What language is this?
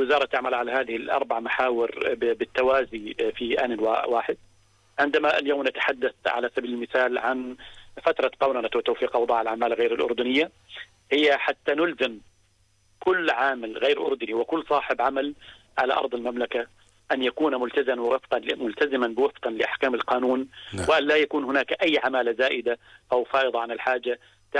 Arabic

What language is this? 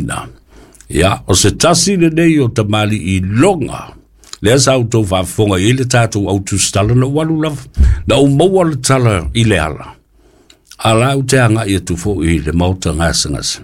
Samoan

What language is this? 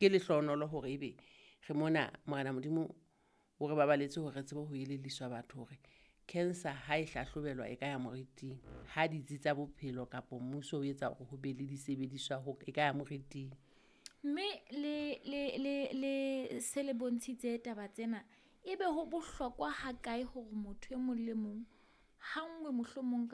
Southern Sotho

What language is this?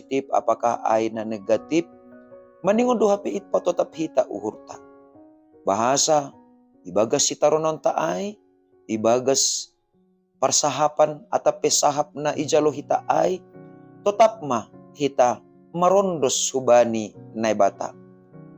Batak Simalungun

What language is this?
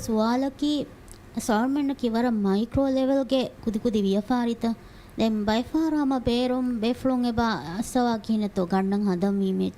Divehi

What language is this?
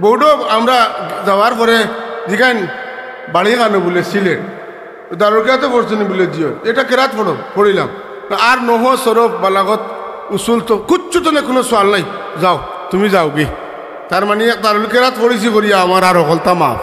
Sylheti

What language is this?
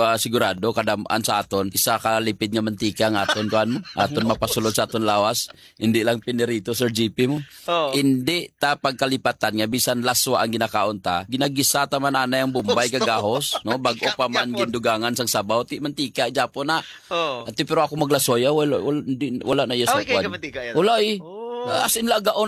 Hiligaynon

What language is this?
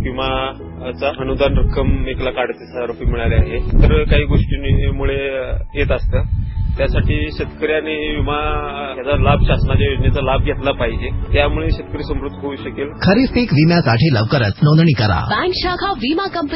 Marathi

